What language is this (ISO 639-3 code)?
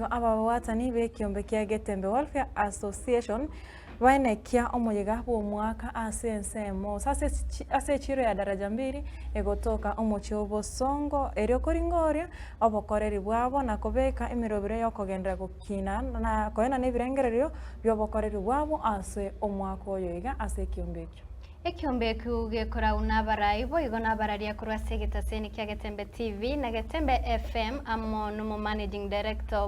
guz